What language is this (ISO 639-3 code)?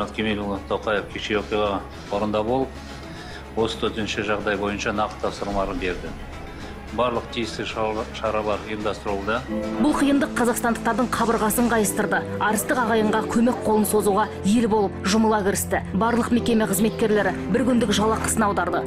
kaz